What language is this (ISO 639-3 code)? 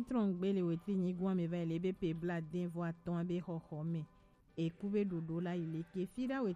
gej